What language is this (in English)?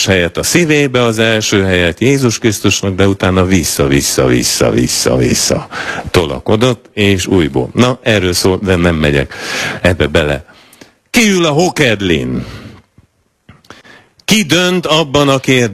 Hungarian